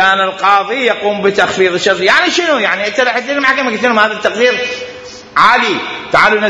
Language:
Mesopotamian Arabic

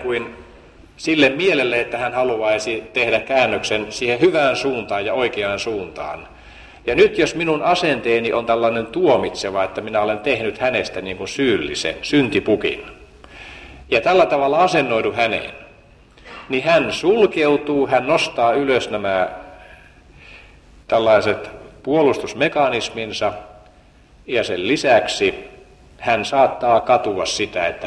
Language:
Finnish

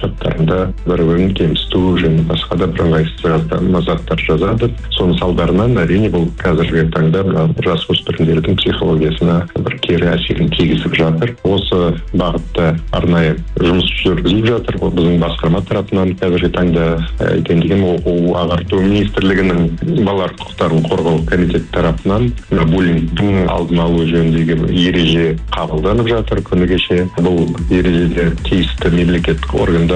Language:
Kazakh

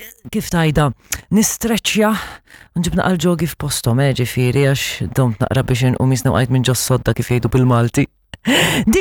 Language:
Maltese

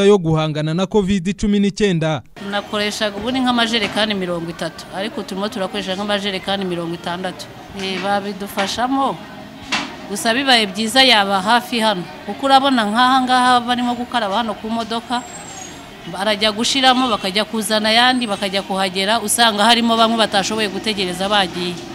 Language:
Kinyarwanda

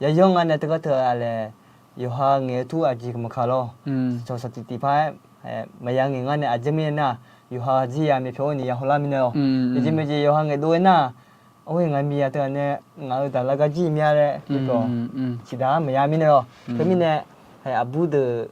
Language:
Akha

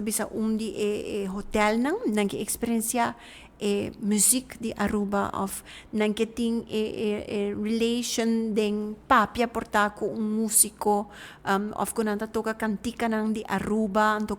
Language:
Papiamento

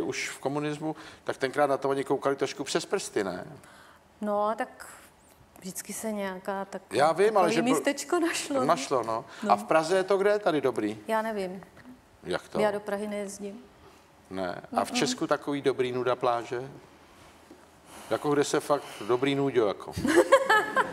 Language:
Czech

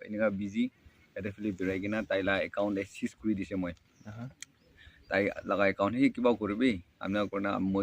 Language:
Naga Pidgin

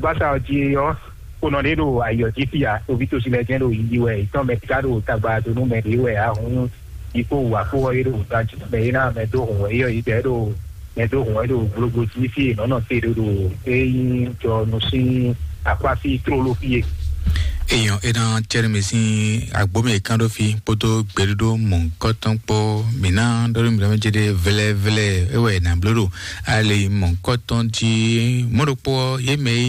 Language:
Fon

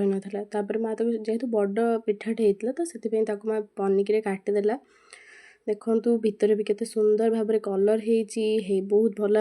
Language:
Odia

